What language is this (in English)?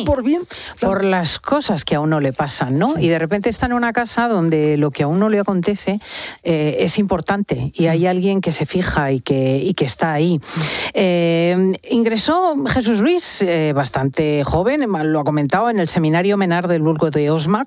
Spanish